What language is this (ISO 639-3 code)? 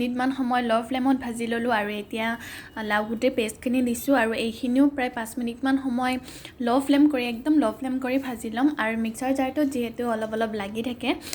asm